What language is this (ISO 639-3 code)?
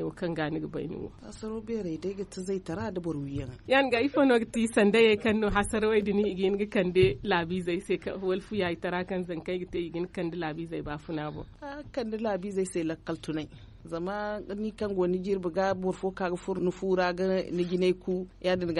dje